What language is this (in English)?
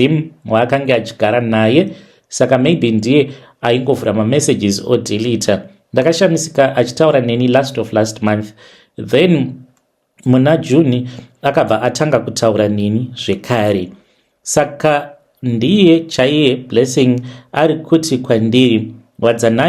Shona